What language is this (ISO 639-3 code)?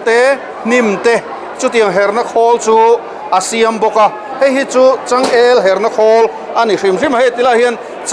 lus